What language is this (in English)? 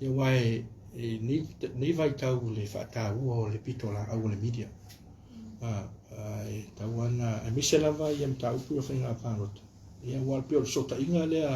Samoan